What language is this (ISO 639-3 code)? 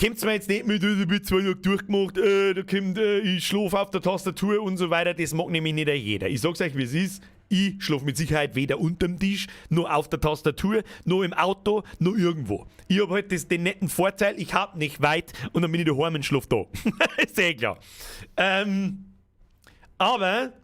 bar